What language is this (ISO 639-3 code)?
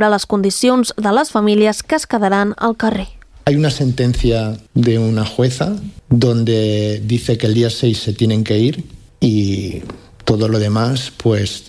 cat